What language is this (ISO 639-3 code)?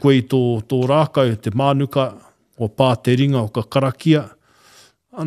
mri